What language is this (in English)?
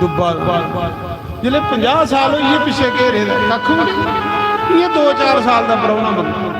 Dogri